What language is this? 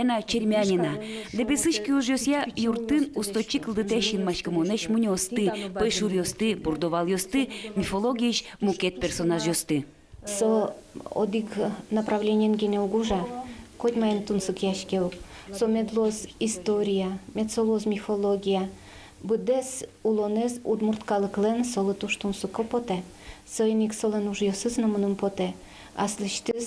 Udmurt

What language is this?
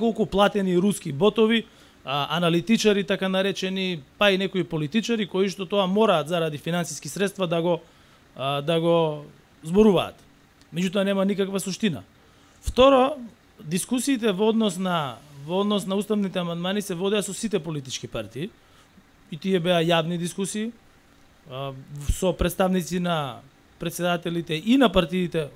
Macedonian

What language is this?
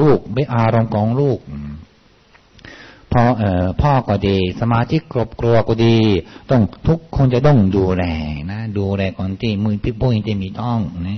Thai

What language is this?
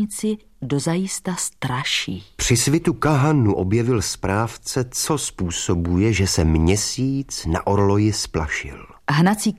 Czech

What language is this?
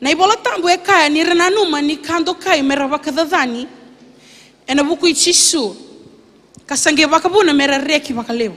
Fijian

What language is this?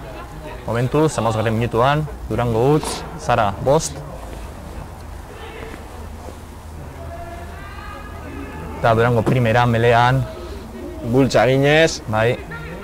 Basque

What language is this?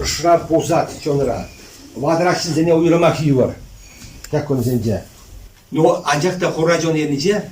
Chuvash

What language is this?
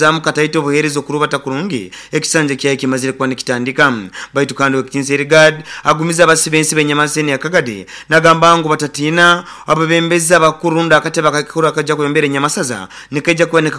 Nyoro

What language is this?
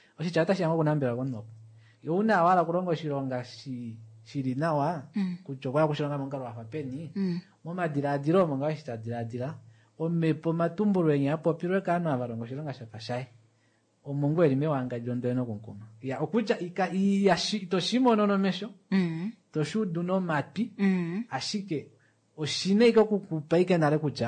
Kuanyama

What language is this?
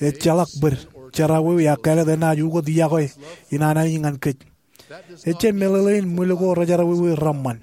Marshallese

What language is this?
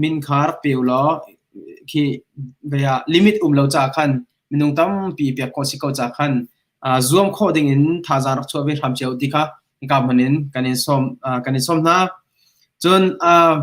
Hakha Chin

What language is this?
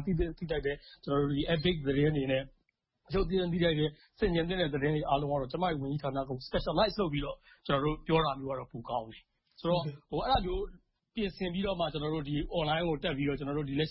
Burmese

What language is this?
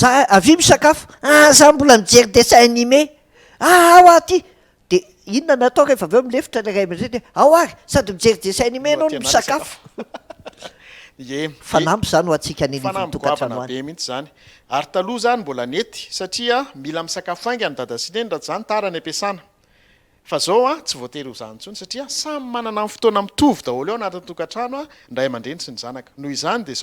Malagasy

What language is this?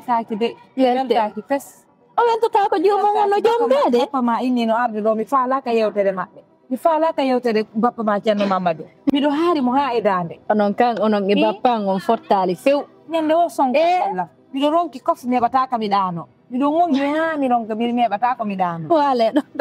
Fula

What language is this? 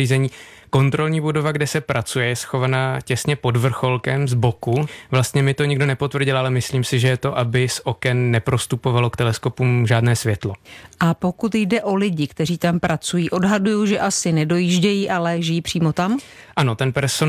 Czech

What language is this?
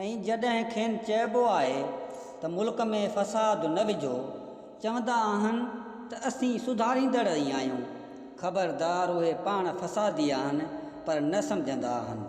Sindhi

